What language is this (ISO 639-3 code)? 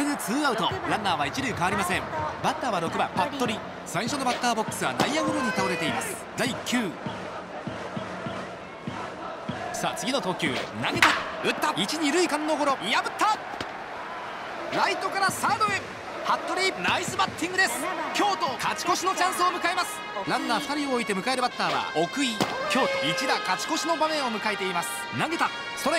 jpn